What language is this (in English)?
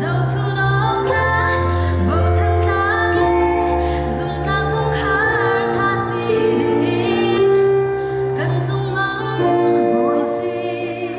Falam Chin